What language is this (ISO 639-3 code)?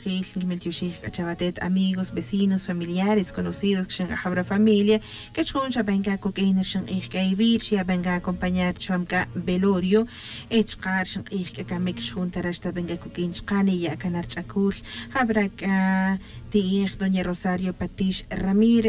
tzj